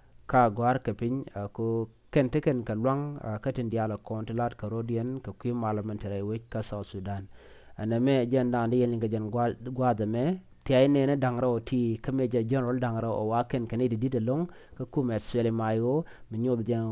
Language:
Nuer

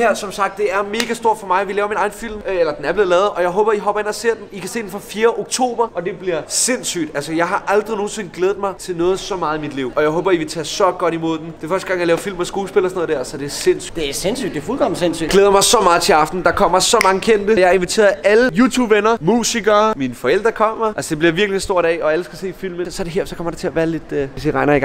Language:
Danish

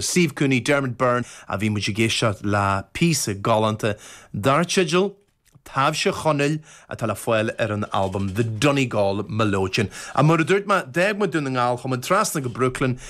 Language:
Irish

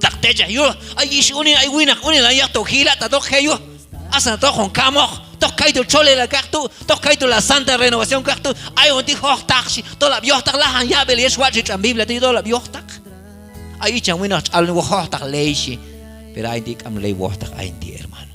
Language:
Q'anjob'al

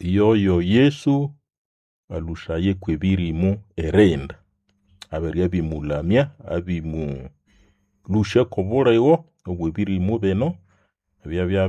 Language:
Nande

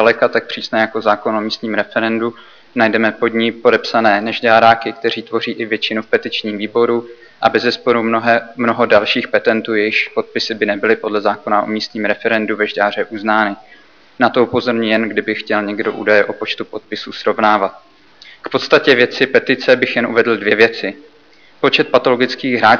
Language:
Czech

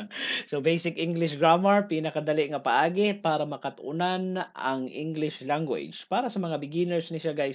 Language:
Cebuano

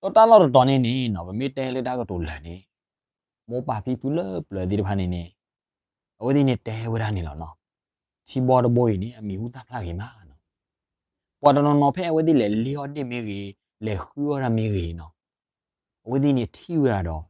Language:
S'gaw Karen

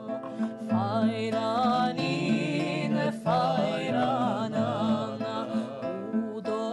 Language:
Corsican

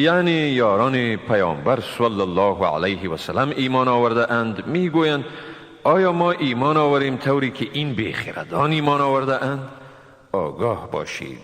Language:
Tajik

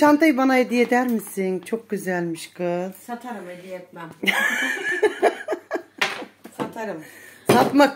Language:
Turkish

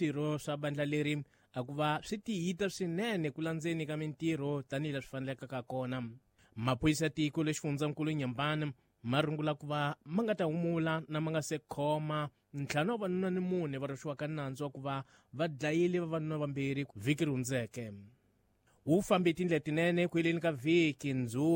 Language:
Tsonga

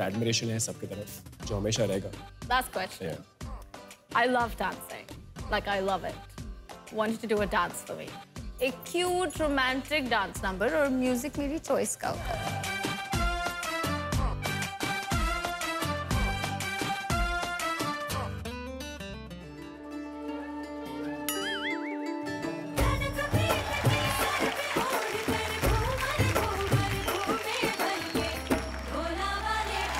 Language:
Hindi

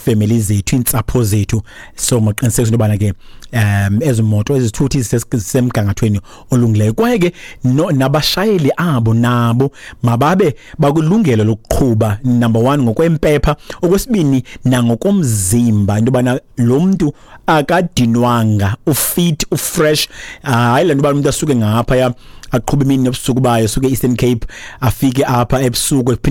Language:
Xhosa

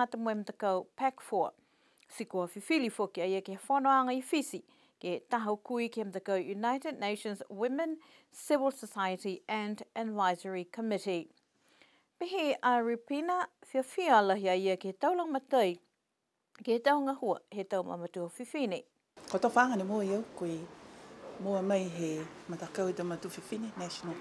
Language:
Niuean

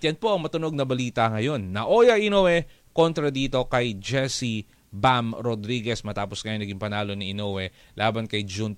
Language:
Filipino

